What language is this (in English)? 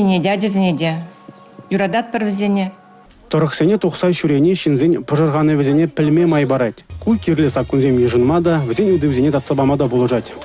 Chuvash